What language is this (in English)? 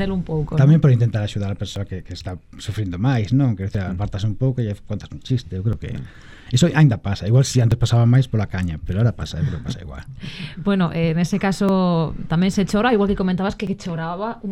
Galician